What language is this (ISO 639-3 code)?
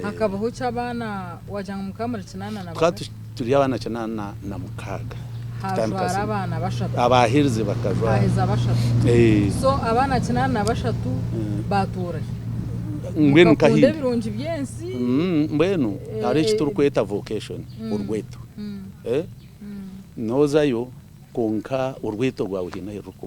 nyn